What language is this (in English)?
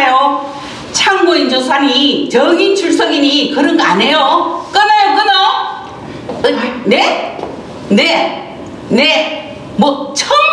Korean